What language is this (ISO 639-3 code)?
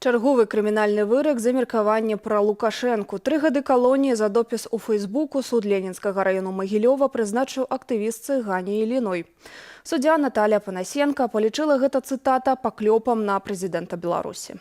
bel